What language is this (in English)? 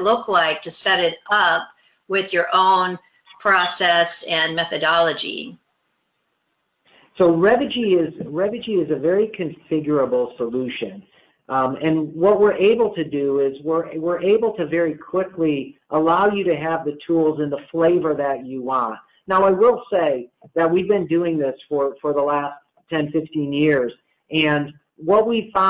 English